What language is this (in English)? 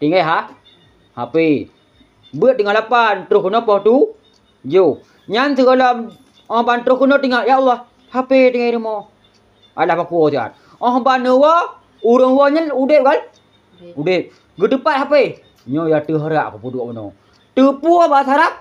Achinese